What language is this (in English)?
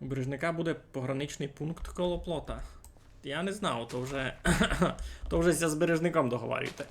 Rusyn